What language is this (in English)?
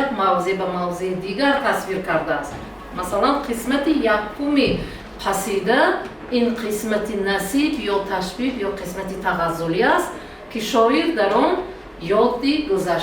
Tajik